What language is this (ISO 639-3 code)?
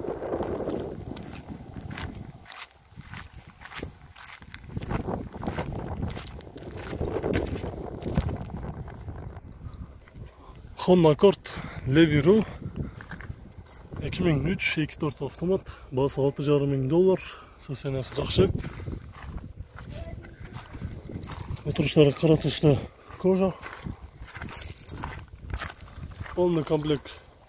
kir